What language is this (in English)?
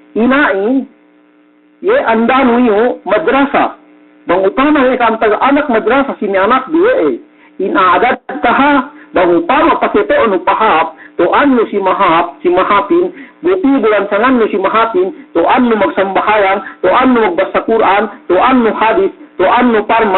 Yakan